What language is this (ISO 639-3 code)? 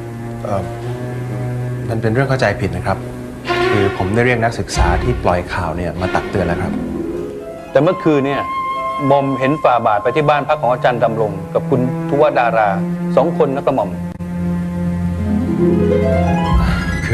tha